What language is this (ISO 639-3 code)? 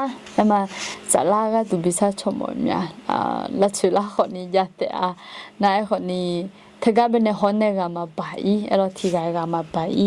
ahk